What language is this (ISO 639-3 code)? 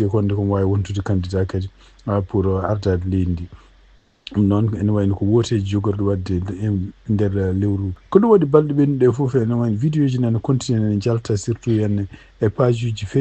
ful